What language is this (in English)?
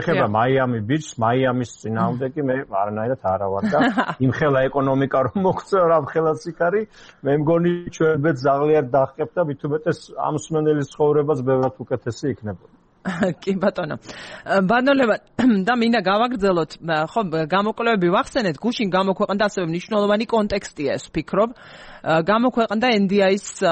Georgian